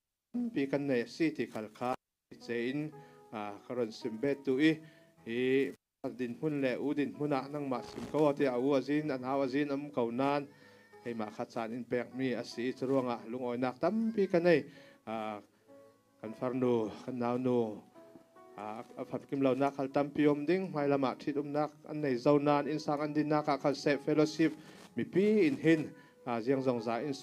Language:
Falam Chin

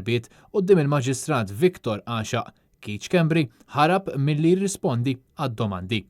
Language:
Maltese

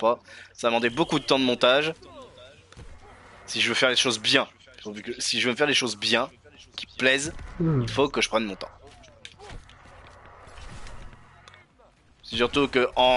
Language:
French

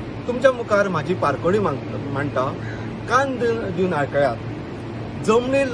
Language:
Konkani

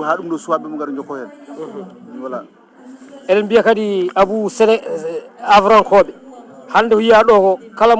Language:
Fula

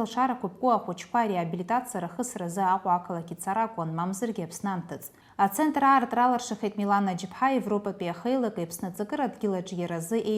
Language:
Abkhazian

